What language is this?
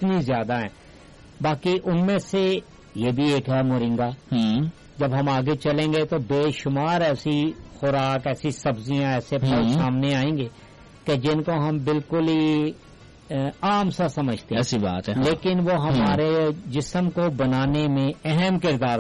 Urdu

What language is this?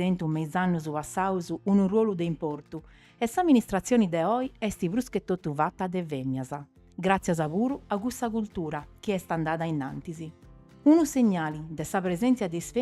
Sardinian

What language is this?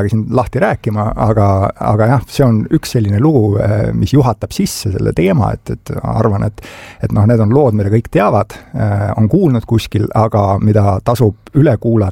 Estonian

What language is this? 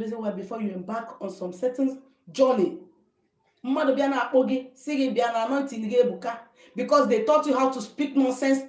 Igbo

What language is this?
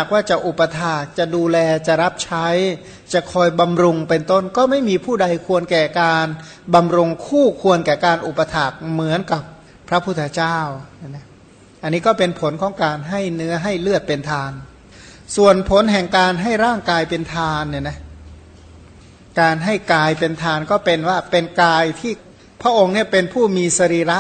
Thai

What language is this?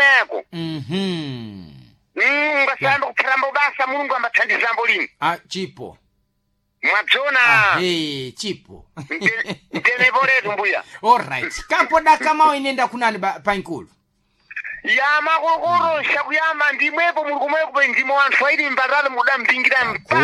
Sena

